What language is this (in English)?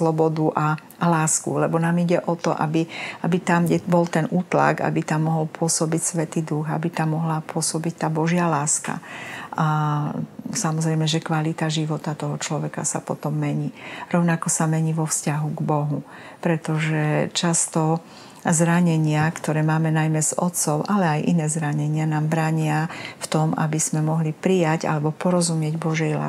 Slovak